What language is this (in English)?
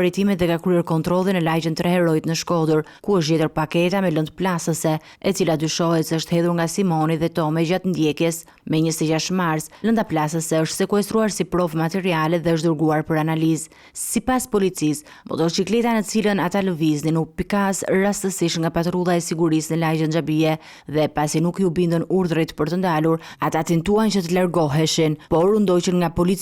Albanian